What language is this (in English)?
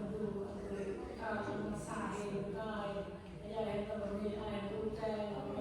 Central Mnong